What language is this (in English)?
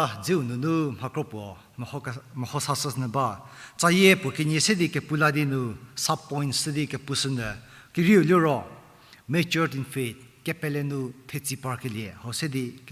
Angami Naga